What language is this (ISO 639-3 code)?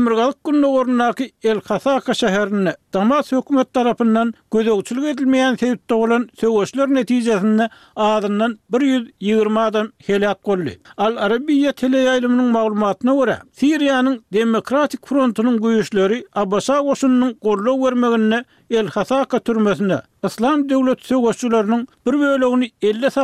tuk